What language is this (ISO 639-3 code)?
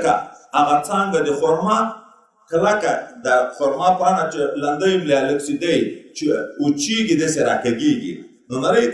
pus